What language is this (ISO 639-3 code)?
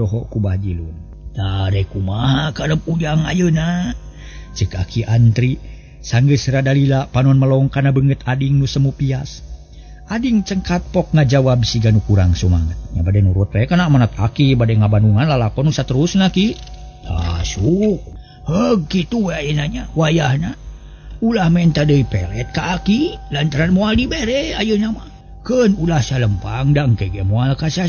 sun